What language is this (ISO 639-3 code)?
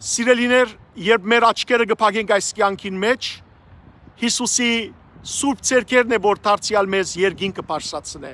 hyw